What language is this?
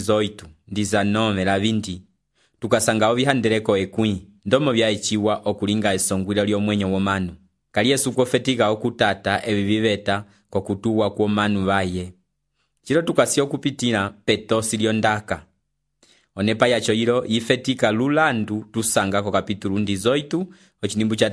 Umbundu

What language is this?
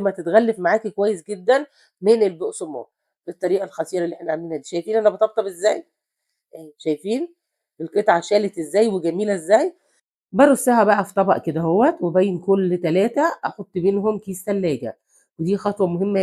Egyptian Arabic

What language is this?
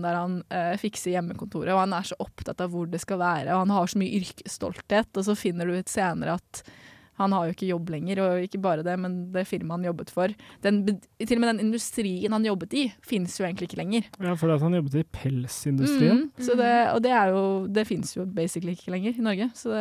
Norwegian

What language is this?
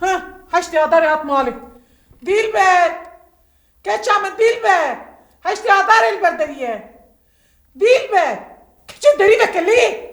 Kurdish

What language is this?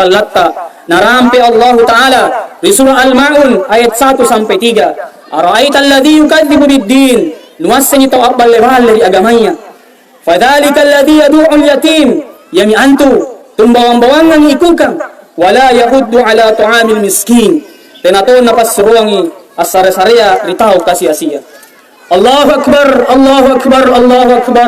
Makasar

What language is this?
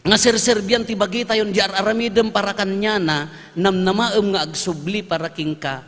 Iloko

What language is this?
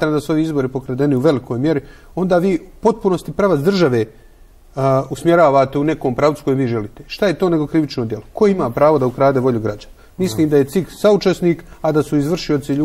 Bosnian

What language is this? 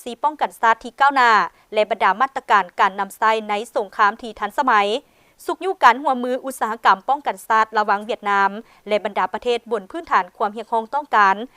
Lao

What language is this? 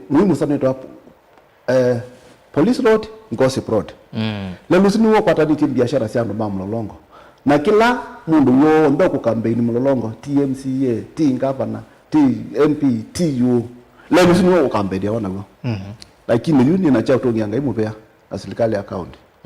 Kamba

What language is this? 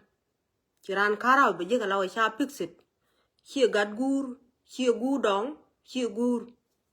Nuer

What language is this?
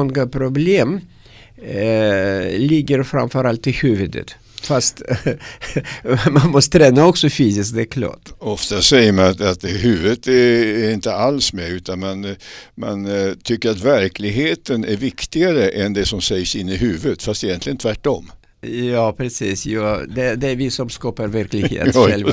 Swedish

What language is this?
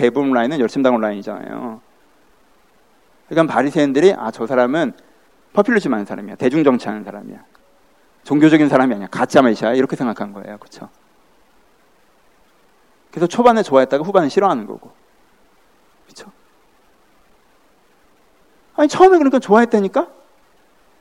Korean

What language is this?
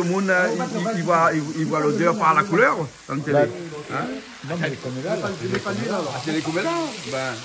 Réunion Creole French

